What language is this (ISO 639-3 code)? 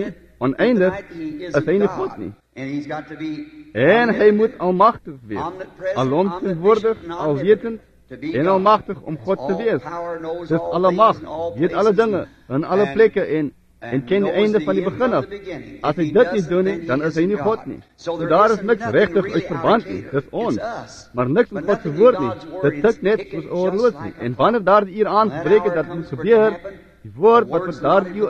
afr